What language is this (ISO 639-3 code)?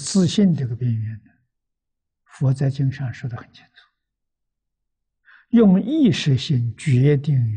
zho